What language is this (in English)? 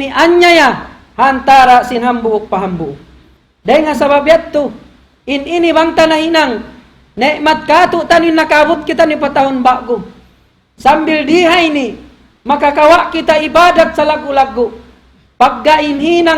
Tausug